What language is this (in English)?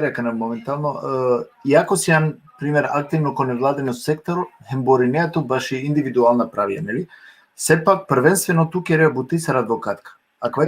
Balkan Romani